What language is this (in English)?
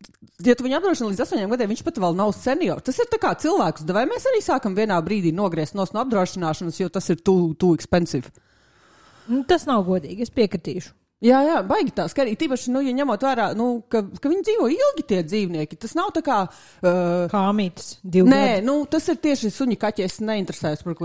Latvian